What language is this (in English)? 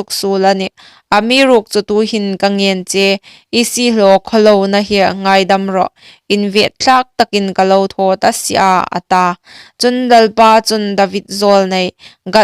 Hmar